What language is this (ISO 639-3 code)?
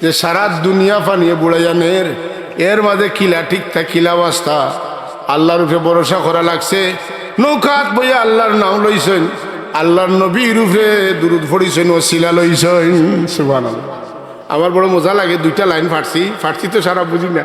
syl